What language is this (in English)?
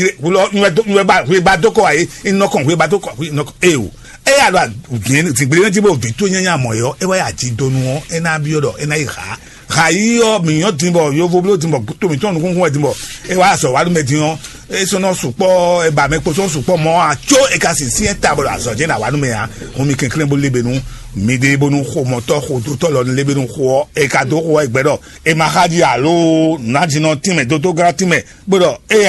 Fon